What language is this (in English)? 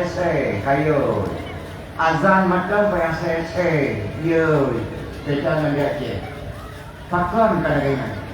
Achinese